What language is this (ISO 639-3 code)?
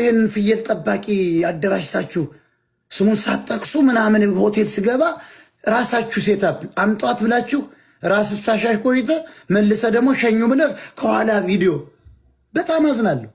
amh